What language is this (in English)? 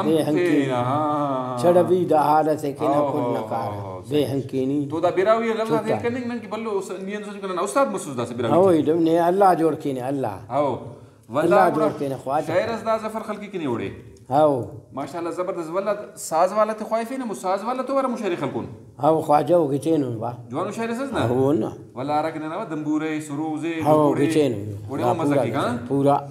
Brahui